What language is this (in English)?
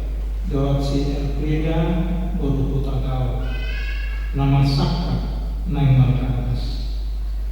Batak Toba